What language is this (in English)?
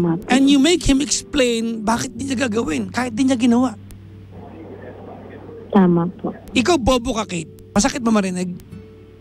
Filipino